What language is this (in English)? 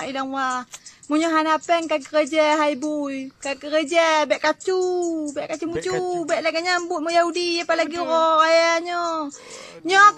Achinese